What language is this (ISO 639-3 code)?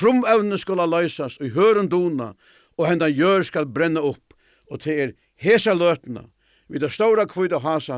fao